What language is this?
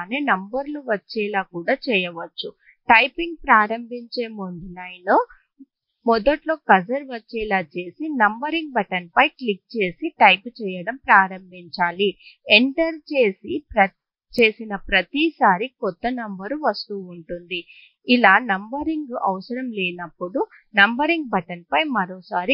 Telugu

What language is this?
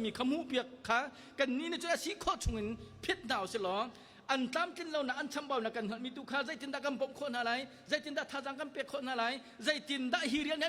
Hakha Chin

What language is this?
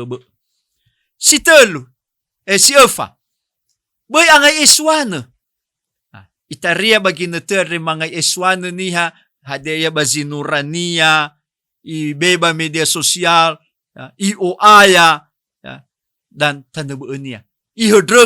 Nias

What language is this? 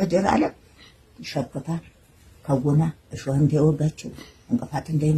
Amharic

